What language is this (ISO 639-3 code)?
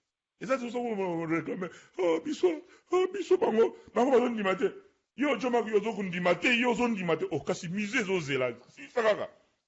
lin